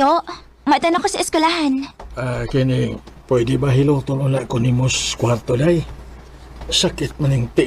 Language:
Cebuano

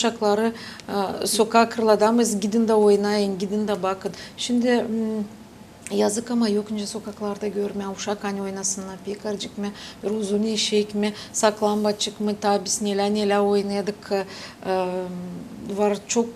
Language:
Gagauz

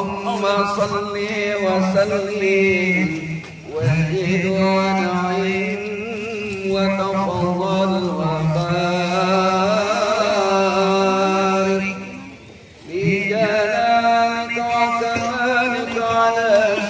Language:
Betawi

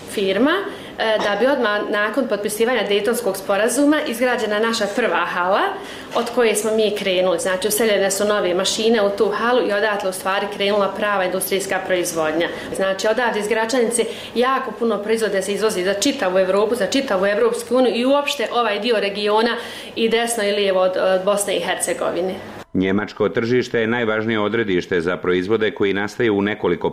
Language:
Bosnian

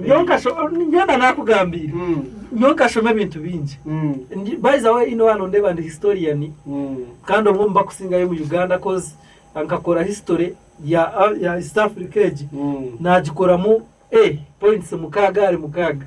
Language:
Nyankole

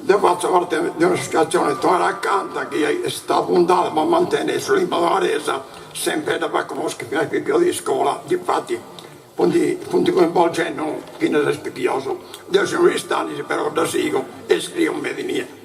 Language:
Sardinian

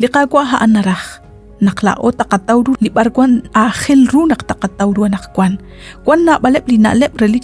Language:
Kekchí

